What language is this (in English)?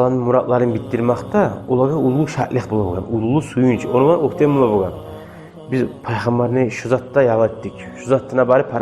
Kumyk